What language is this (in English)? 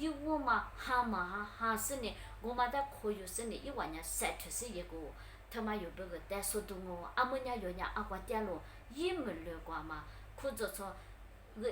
Lisu